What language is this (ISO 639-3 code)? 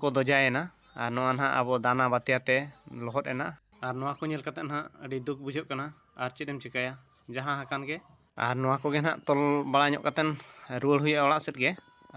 sat